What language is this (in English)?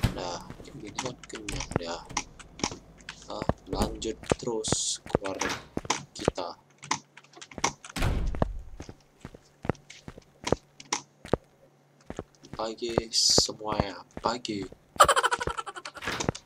Indonesian